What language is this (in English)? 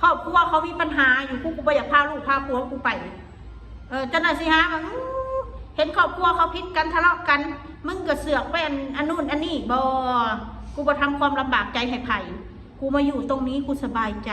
Northeastern Thai